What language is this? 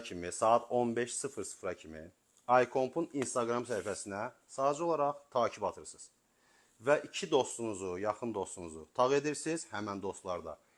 Azerbaijani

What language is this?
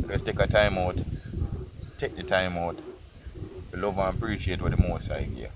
Jamaican Creole English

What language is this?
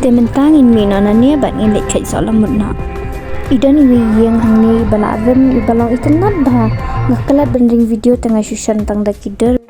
Khasi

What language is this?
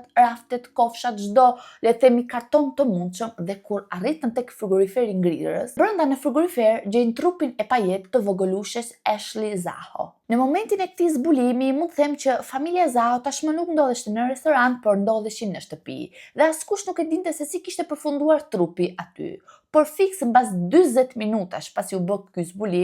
Albanian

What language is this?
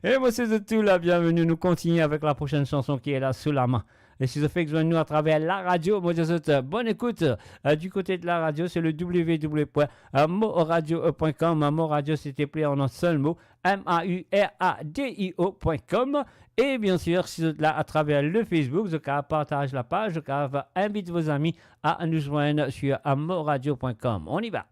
Morisyen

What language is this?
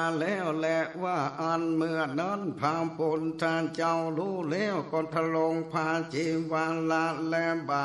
Northern Thai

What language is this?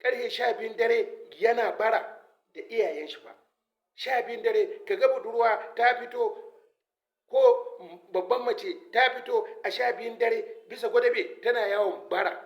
Hausa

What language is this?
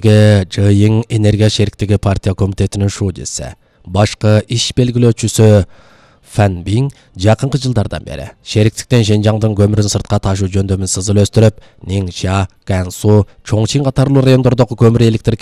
Kyrgyz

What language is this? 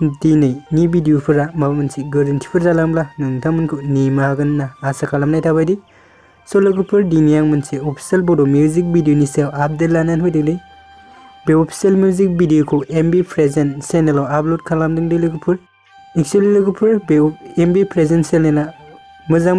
Bodo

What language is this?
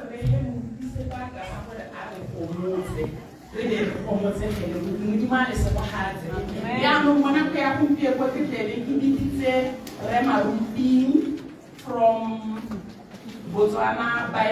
Tswana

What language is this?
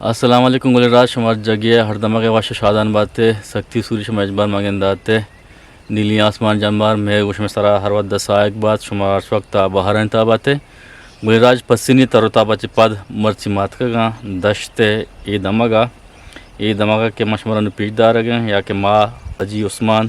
Eastern Balochi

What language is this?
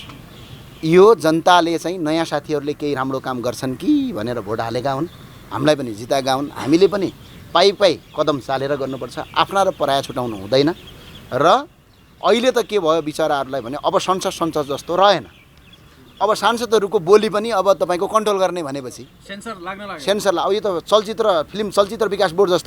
Nepali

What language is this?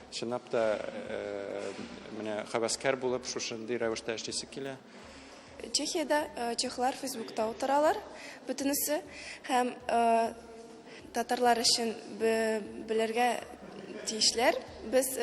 Tatar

